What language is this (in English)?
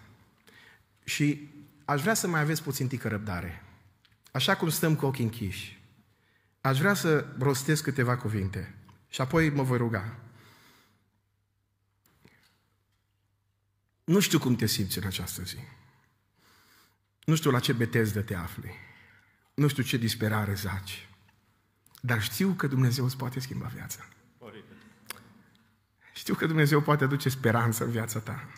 Romanian